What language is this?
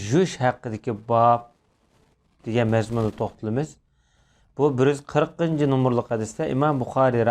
Uyghur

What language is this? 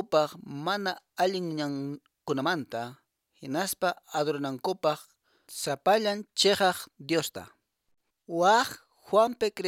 Quechua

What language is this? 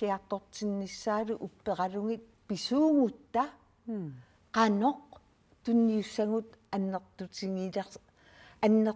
Kalaallisut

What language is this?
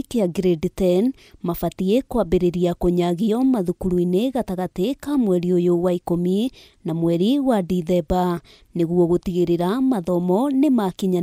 Kikuyu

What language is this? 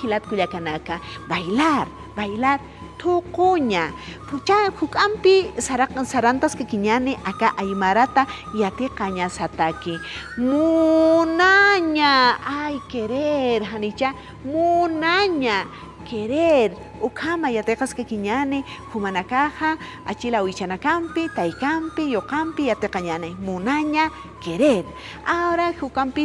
Aymara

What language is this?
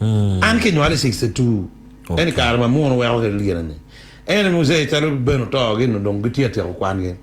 Acoli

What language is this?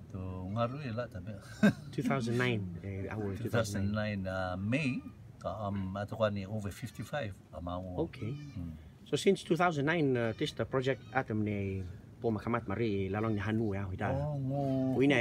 Rotuman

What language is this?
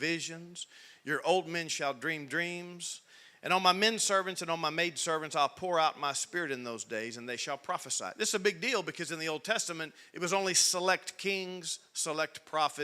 English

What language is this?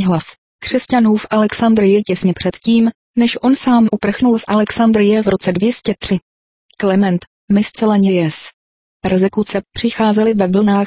Czech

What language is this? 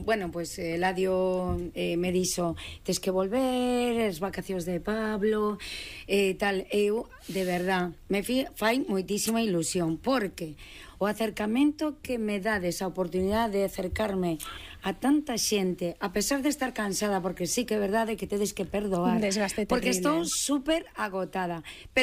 Galician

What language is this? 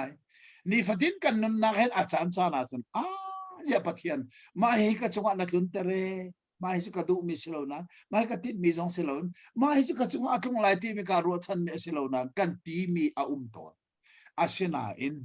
Hakha Chin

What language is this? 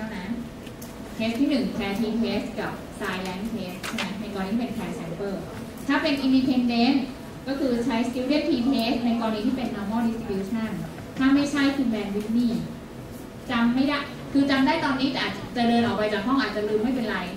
Thai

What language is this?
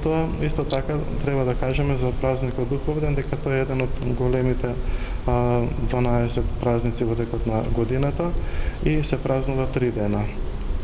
Macedonian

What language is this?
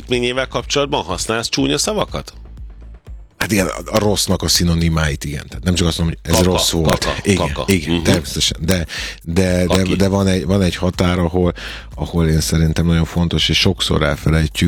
Hungarian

